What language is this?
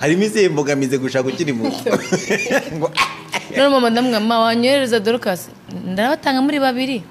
Kinyarwanda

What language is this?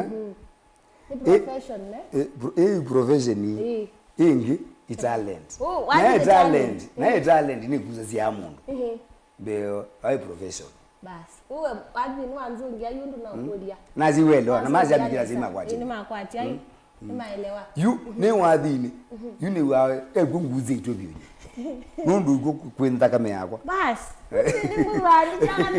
Kamba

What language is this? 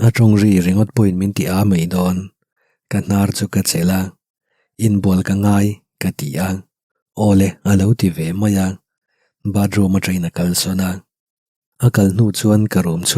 Mizo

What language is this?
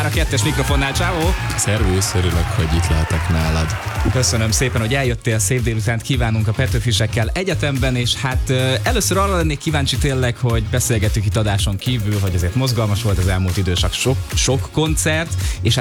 Hungarian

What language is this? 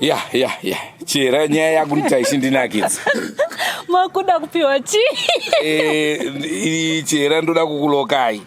Shona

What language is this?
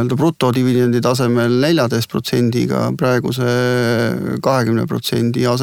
Estonian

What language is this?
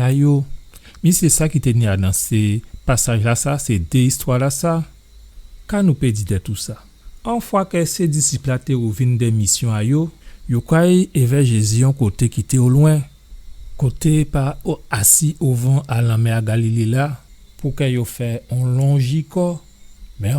Guadeloupean Creole French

